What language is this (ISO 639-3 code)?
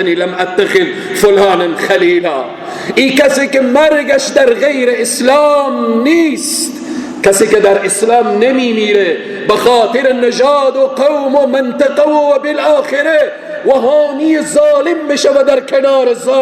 fas